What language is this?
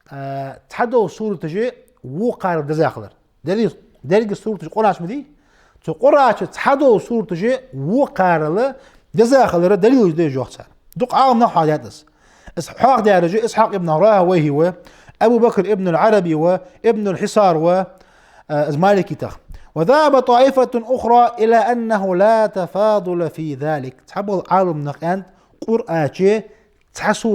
Ingush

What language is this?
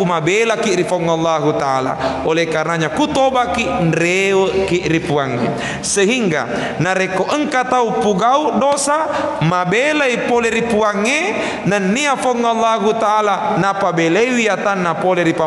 Buginese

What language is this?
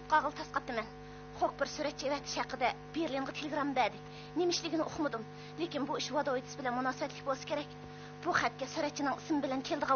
Uyghur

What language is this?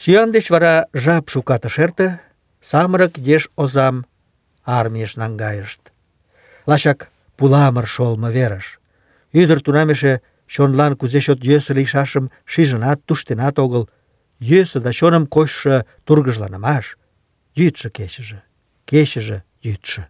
Mari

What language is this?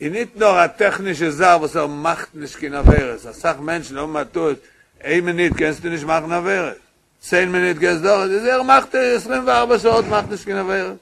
Yiddish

